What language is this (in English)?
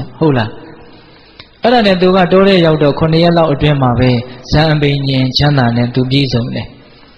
Burmese